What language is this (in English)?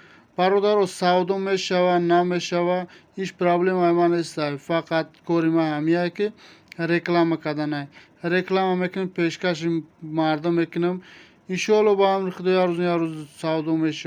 Tajik